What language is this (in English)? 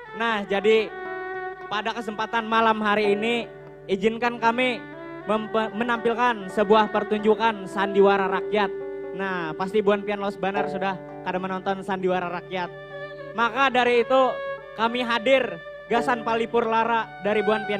Banjar